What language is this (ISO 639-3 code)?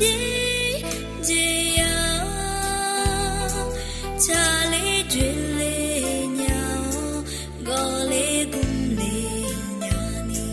ahk